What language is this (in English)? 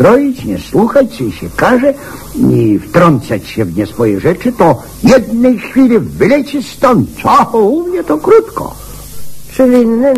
Polish